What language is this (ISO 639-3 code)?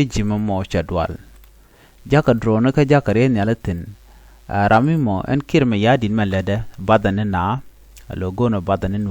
nus